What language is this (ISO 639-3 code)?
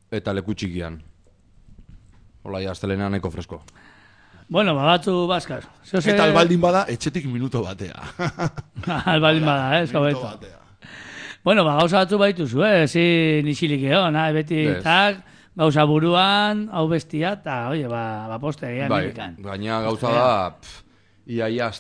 eus